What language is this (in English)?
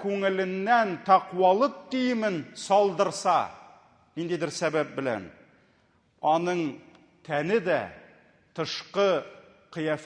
Tatar